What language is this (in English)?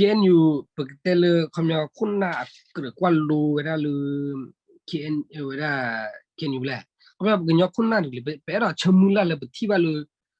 S'gaw Karen